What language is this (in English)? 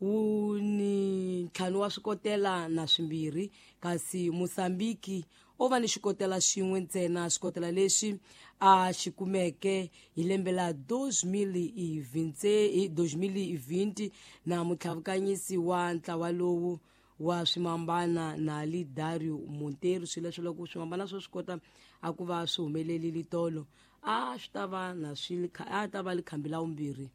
Tsonga